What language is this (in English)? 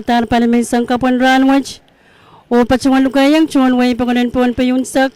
Pohnpeian